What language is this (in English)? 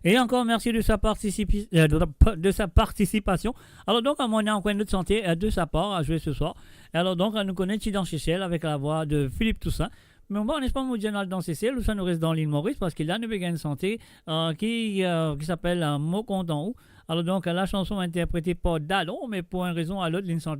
Morisyen